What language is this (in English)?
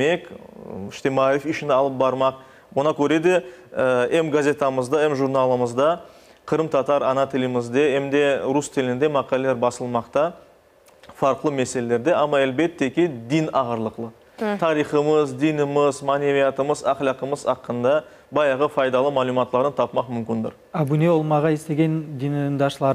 Crimean Tatar